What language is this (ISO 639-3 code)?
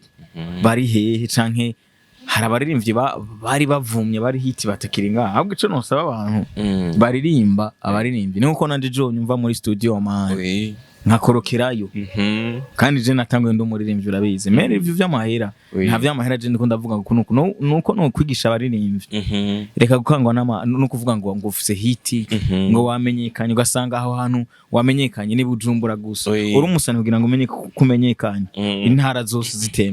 run